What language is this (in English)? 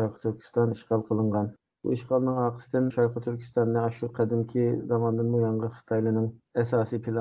Uyghur